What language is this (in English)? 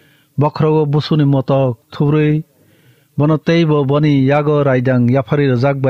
Kok Borok